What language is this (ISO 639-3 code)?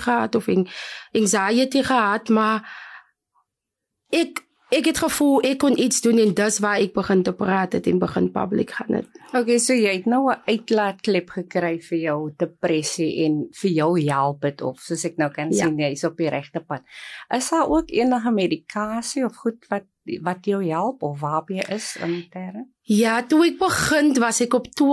afr